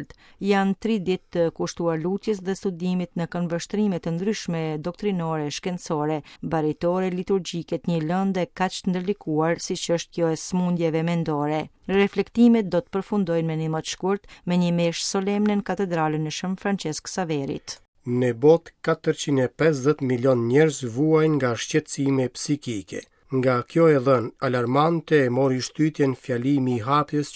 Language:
Albanian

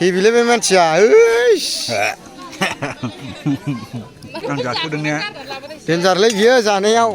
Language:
Bodo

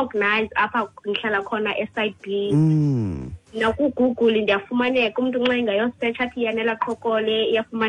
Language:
Xhosa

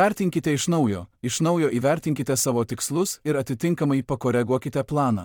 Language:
Lithuanian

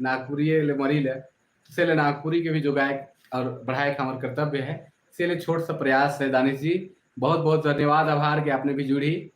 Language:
Sadri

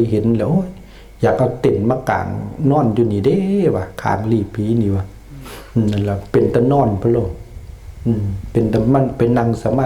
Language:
Lao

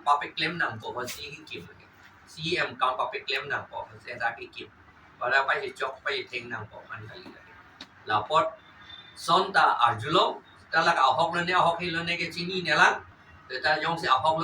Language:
Karbi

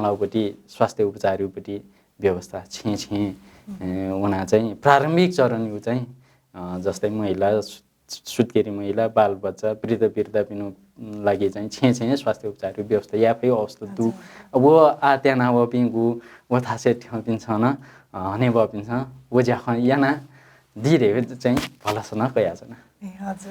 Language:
Newari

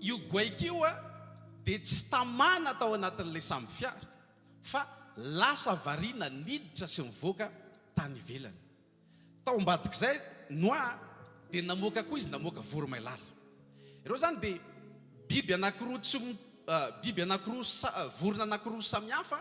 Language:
Malagasy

